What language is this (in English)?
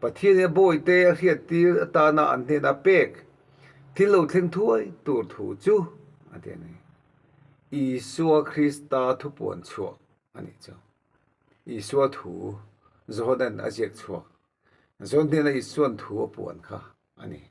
Mizo